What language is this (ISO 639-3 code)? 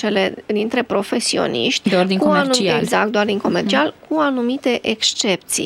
ron